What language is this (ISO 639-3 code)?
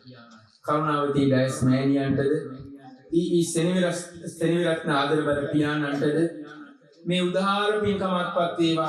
sin